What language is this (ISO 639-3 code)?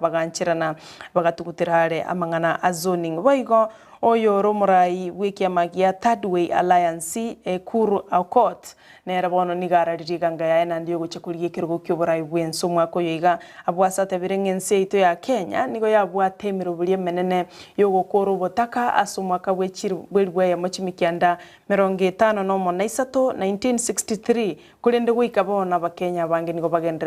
guz